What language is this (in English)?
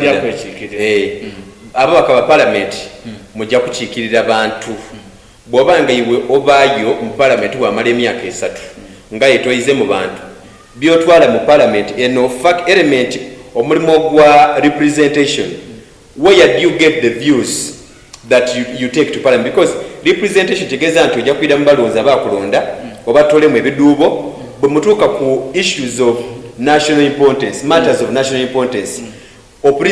Soga